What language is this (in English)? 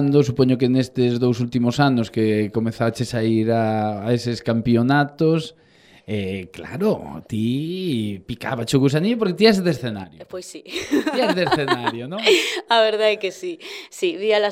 Galician